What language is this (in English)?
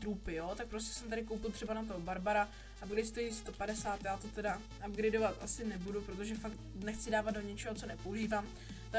Czech